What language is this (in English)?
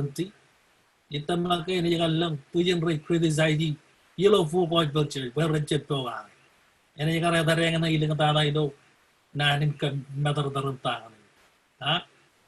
Marshallese